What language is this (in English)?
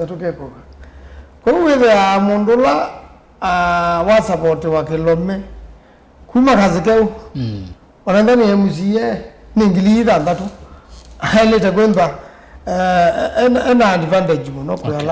Kamba